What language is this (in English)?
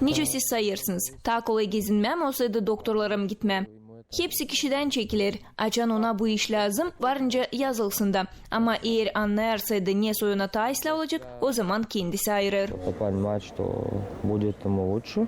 Gagauz